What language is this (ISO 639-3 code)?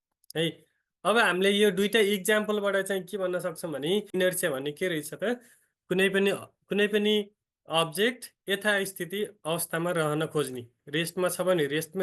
nep